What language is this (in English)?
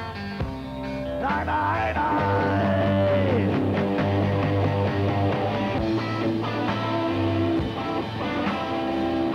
Norwegian